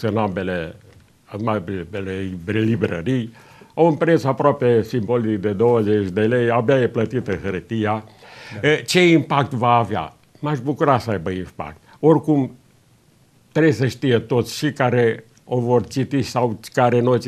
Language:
Romanian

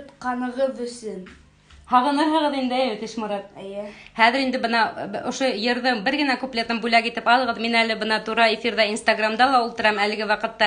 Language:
Bashkir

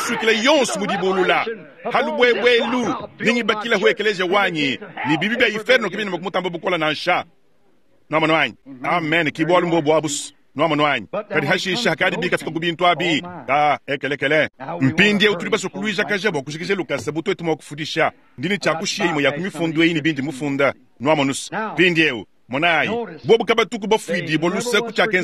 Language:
Luba-Lulua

